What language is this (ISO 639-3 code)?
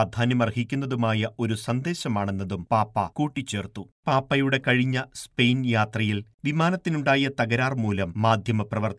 mal